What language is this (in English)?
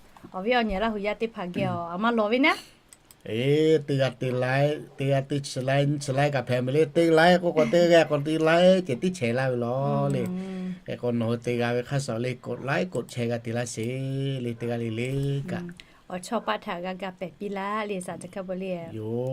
Lahu